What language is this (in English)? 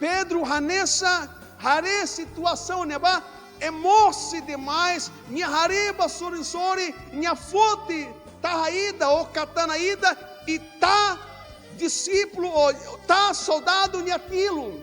Tetum